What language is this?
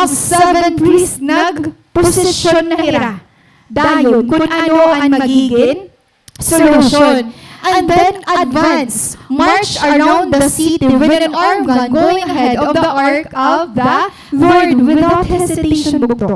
Waray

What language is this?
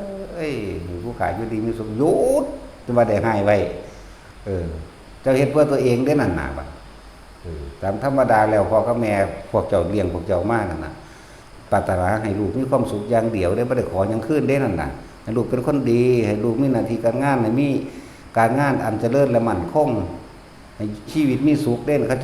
Northeastern Thai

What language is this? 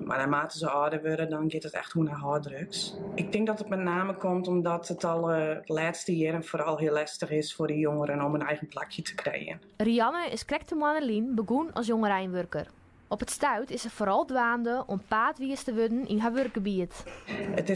Western Frisian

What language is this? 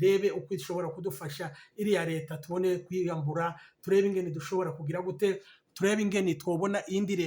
Kinyarwanda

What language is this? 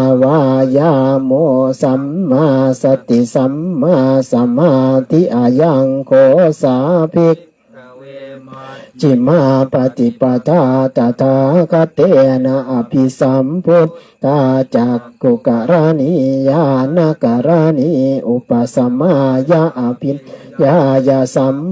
Pali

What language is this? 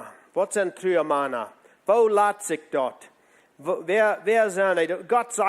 Plautdietsch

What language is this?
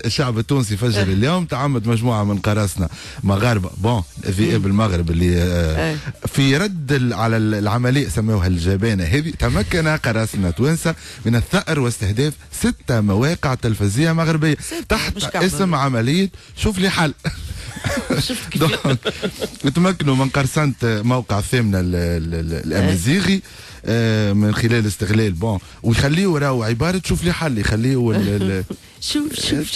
Tunisian Arabic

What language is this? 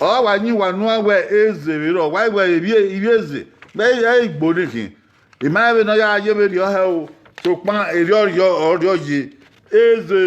Bini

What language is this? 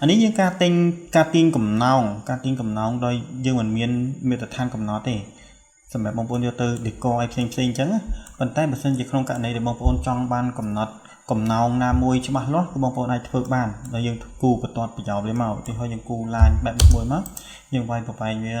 Khmer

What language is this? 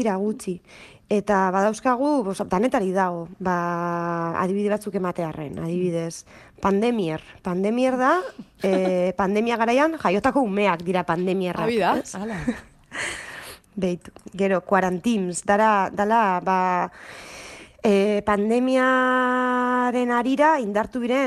Basque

